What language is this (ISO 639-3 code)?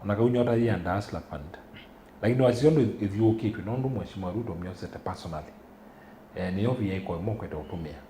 kam